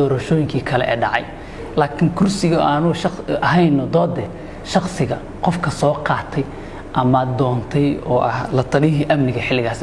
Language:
Somali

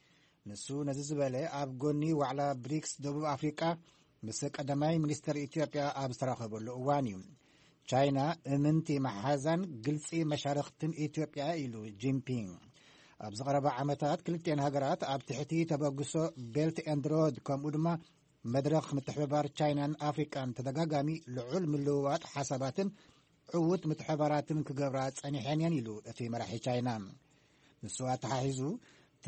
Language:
Tigrinya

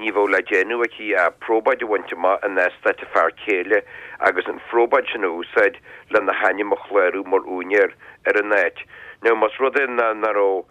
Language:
Irish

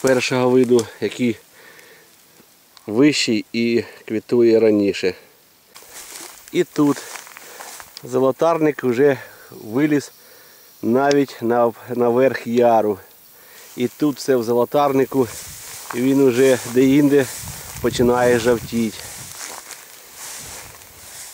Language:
Ukrainian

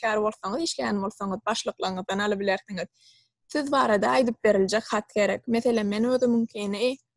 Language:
Turkmen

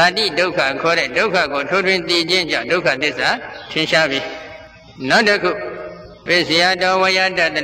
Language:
Burmese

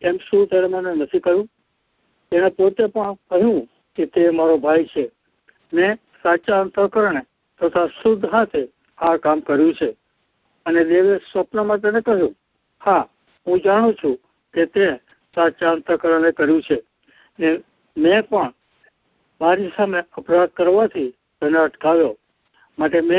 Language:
Gujarati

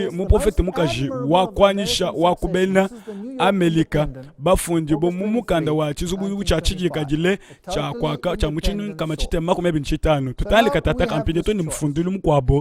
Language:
Luba-Lulua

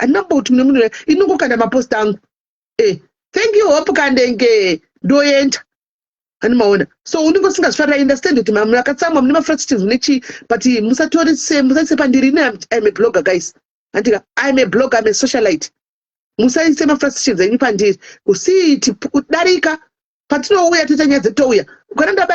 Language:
Shona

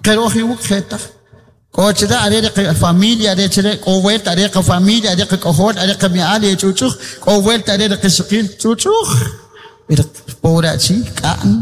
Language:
Kaqchikel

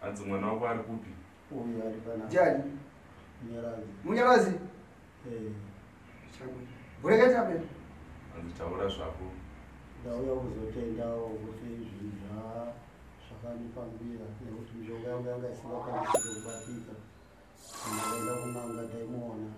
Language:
Shona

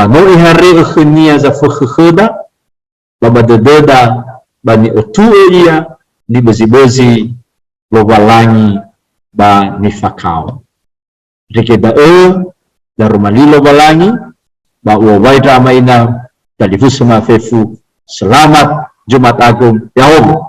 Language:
Nias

